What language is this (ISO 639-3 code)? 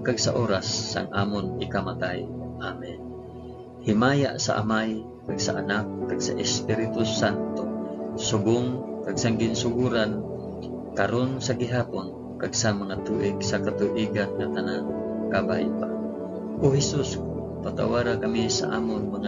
hil